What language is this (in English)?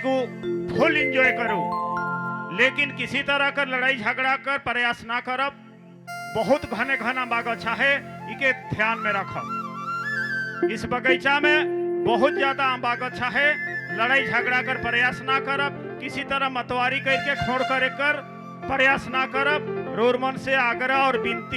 Sadri